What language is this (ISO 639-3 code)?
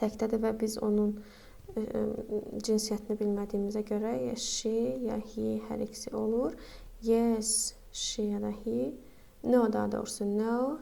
aze